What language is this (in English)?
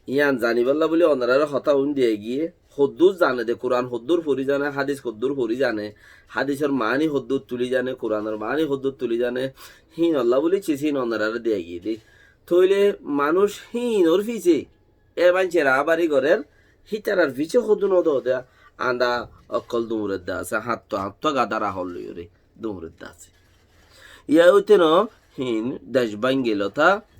Rohingya